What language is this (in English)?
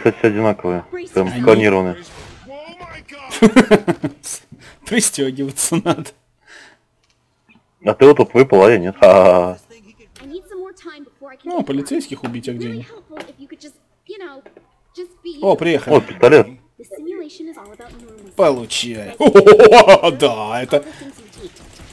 Russian